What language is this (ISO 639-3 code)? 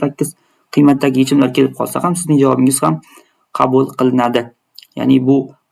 uzb